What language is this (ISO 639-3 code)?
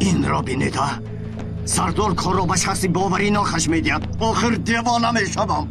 tgk